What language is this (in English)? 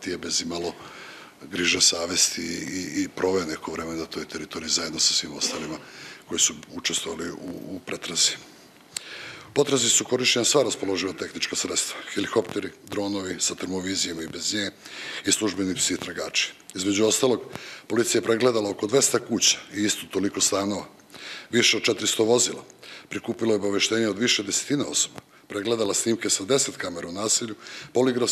Serbian